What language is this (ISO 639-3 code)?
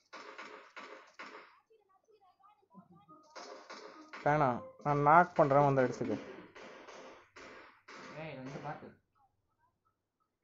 tam